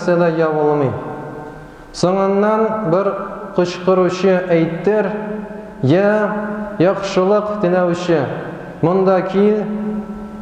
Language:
Tatar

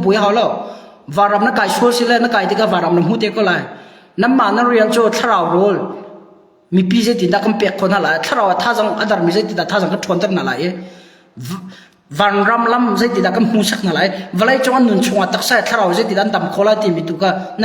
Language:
Hakha Chin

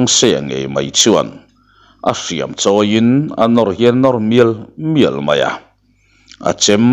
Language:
Mizo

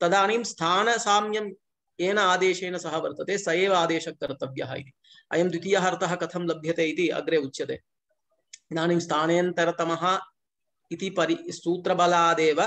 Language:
Sanskrit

